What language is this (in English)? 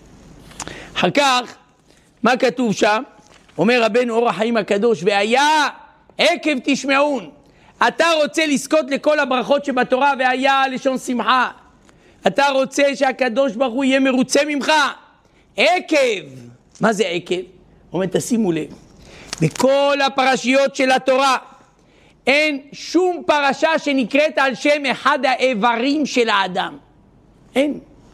Hebrew